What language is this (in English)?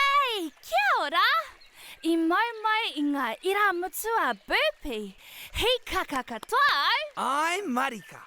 Māori